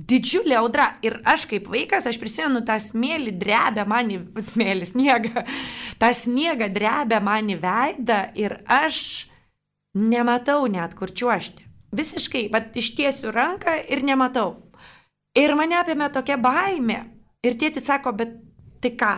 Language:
Lithuanian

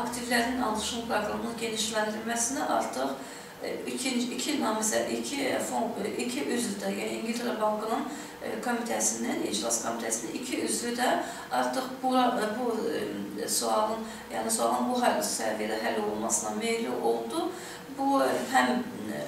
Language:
Azerbaijani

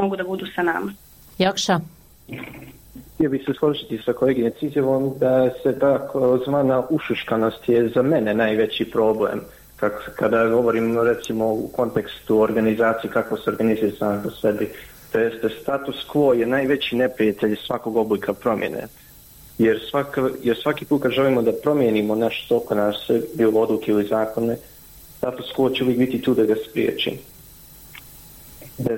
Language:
Bosnian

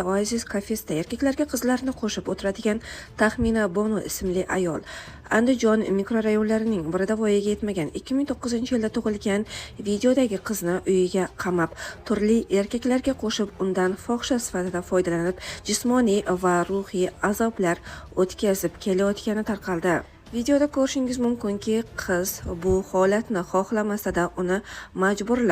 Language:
Uzbek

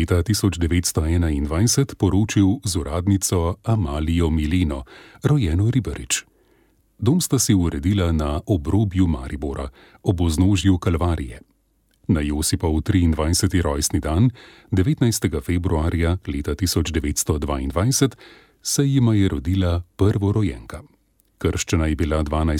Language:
Slovenian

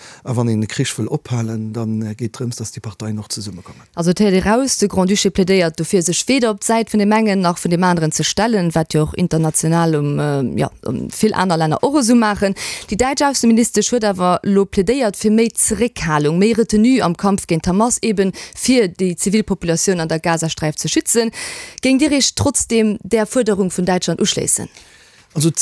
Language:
Luxembourgish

